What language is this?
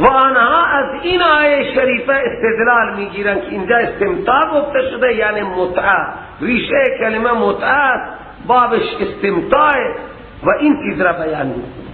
Persian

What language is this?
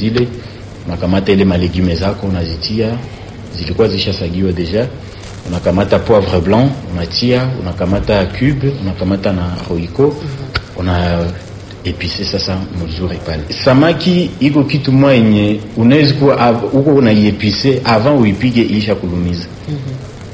Swahili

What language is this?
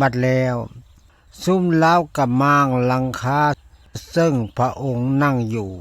Lao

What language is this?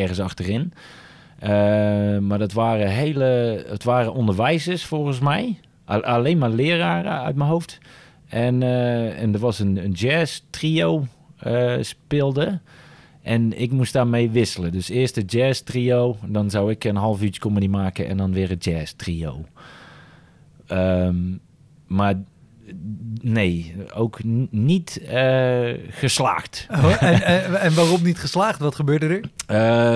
Dutch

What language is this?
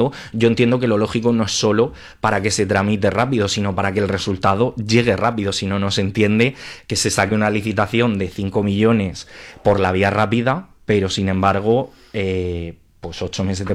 Spanish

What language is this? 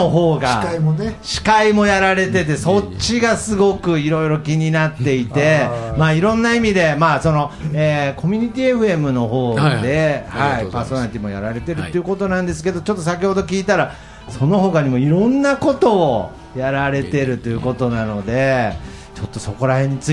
Japanese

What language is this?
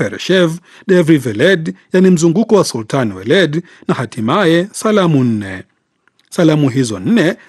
Swahili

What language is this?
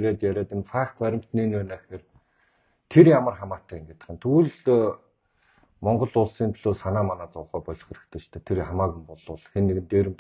Mongolian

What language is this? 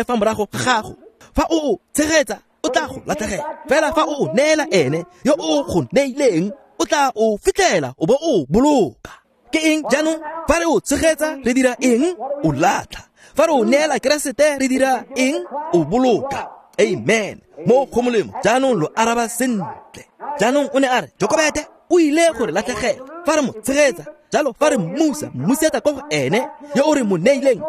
Tswana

